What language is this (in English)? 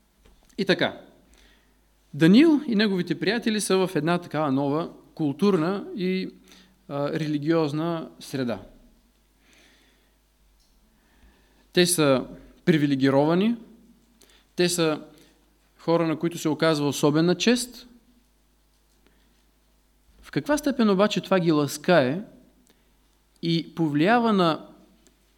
Bulgarian